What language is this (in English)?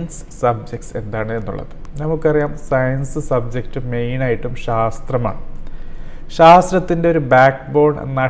Malayalam